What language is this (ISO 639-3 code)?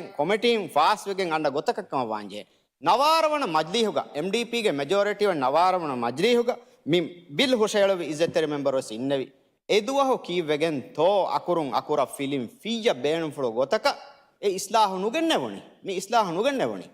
div